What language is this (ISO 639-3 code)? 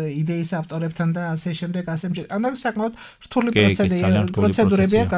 kat